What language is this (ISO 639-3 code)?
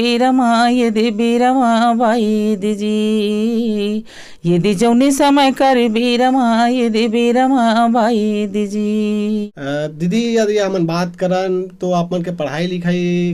hne